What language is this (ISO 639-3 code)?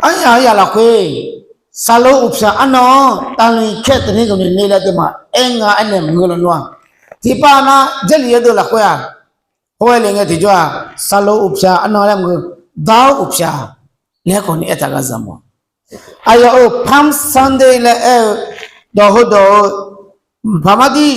ahk